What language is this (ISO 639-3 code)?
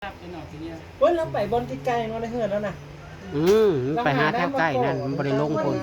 tts